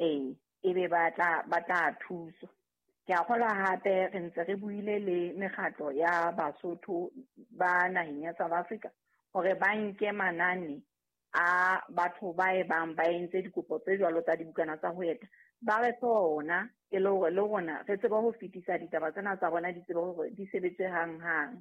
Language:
Southern Sotho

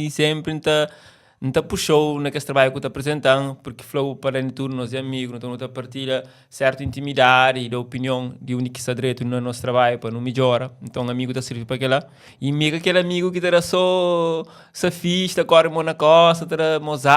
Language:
Kabuverdianu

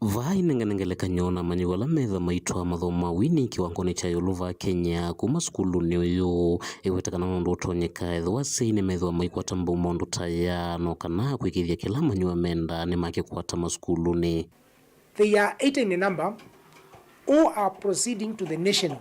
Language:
Kamba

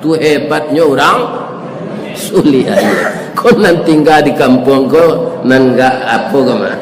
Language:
Minangkabau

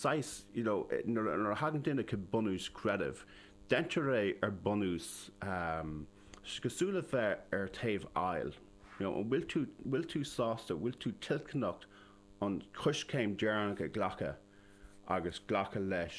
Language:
Irish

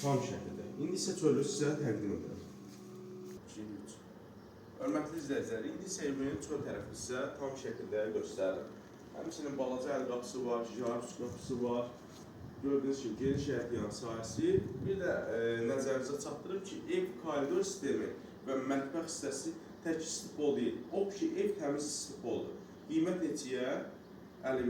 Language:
Azerbaijani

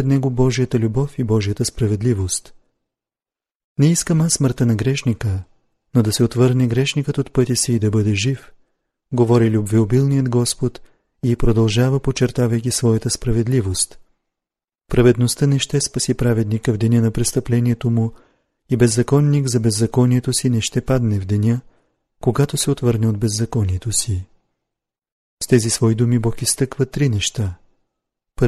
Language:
Bulgarian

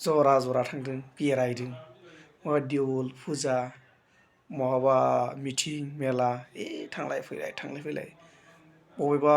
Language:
Bodo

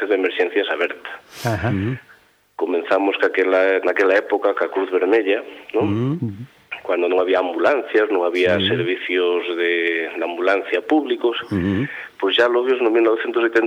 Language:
Galician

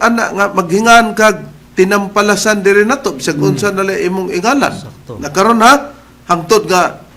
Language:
Cebuano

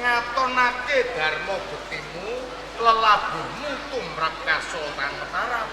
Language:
Javanese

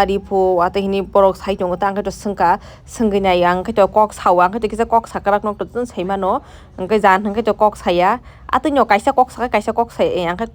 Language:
Kok Borok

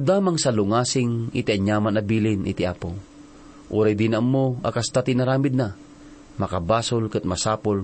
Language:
Iloko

